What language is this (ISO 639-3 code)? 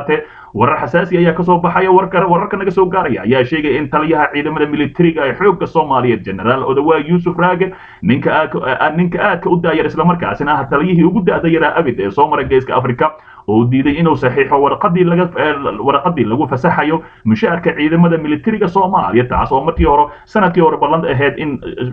som